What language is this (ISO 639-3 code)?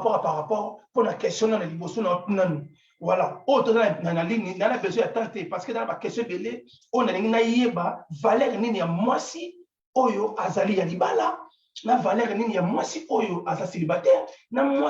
lin